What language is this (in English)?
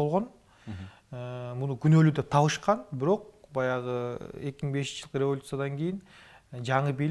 Kyrgyz